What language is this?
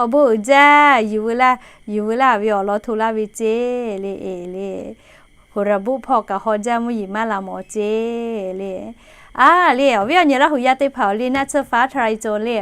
Lahu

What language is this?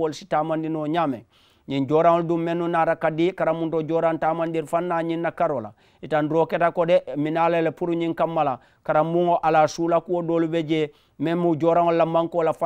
Mandingo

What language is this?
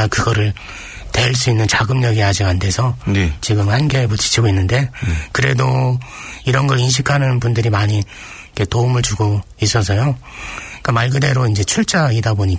Korean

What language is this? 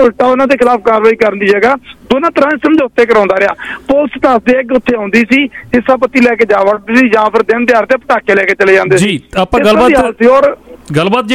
Punjabi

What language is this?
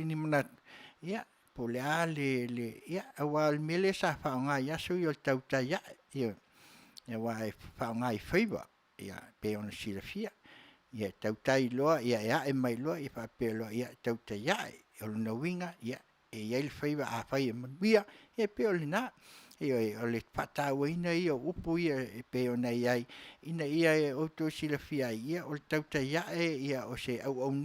Samoan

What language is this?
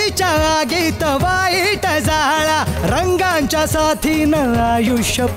Marathi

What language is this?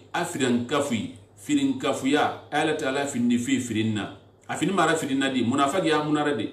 Susu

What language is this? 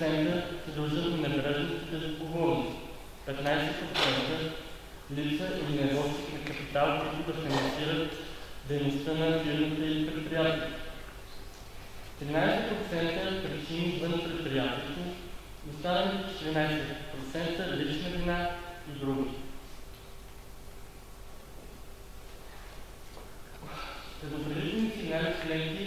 Bulgarian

